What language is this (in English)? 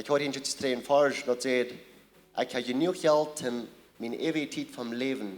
Plautdietsch